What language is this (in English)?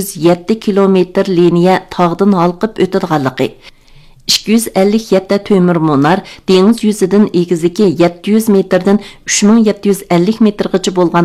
Uyghur